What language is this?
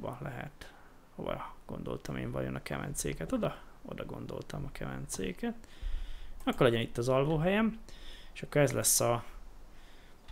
Hungarian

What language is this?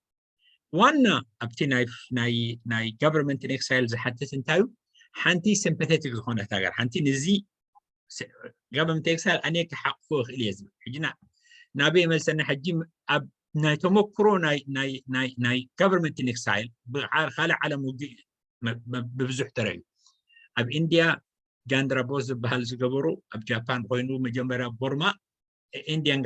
Tigrinya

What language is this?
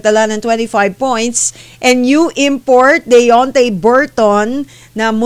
Filipino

